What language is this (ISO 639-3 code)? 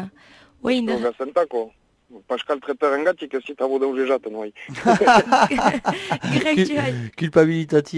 eus